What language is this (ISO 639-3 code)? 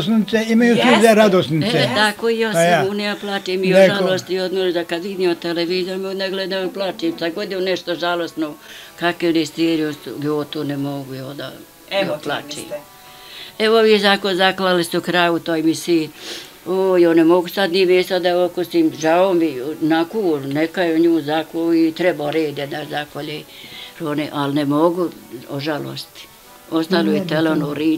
bos